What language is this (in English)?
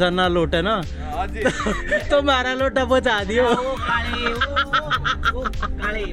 Haryanvi